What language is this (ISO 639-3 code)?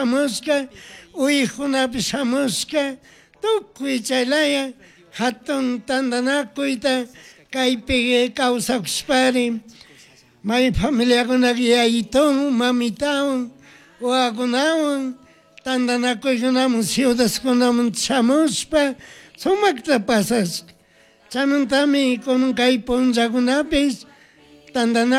qug